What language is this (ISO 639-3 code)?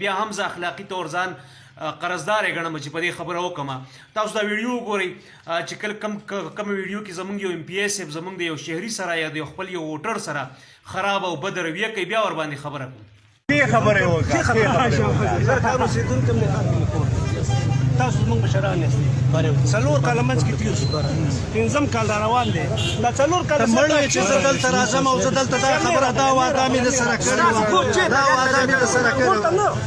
pus